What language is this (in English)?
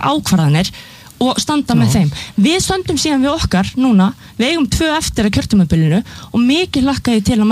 Icelandic